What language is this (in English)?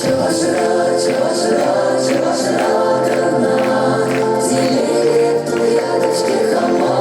Chuvash